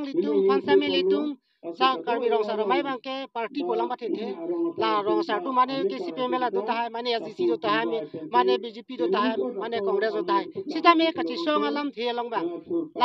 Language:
Karbi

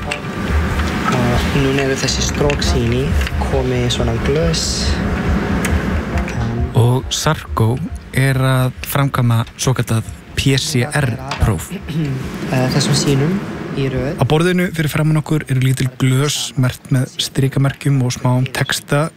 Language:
Icelandic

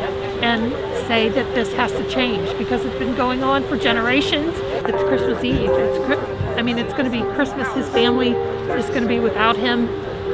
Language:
English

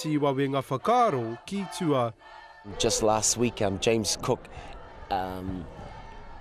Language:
Māori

